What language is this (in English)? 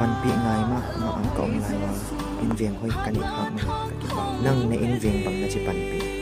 Paite Chin